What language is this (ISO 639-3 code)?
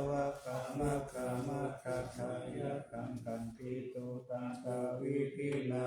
pli